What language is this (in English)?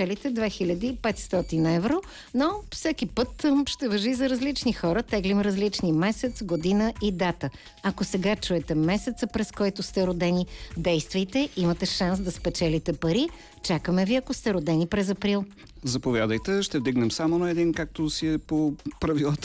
Bulgarian